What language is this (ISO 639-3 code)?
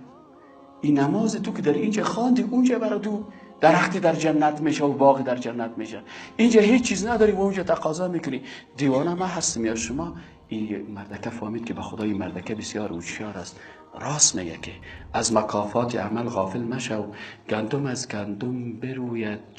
fas